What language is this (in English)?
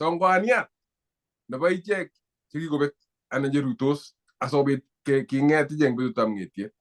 Kalenjin